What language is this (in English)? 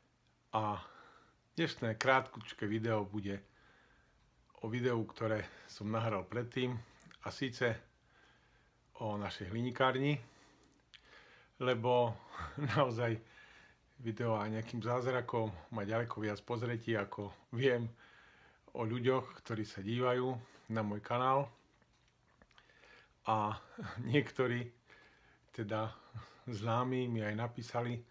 Slovak